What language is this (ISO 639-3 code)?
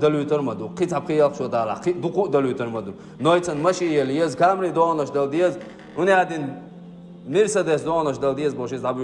che